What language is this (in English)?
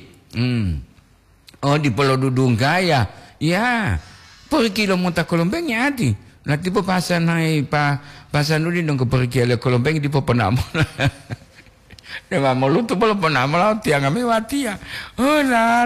Gorontalo